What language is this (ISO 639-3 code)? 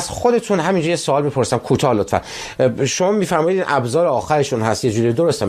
fas